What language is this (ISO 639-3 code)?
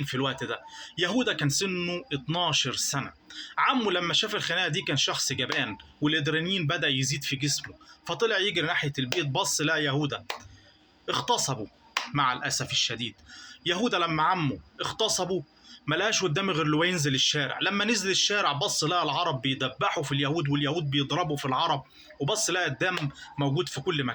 arz